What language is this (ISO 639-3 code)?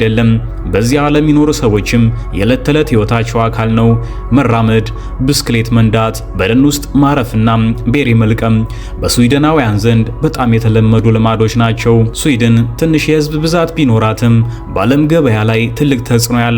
amh